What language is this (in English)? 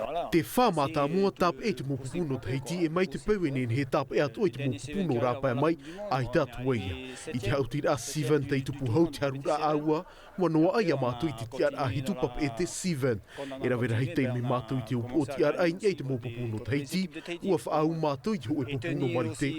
Tahitian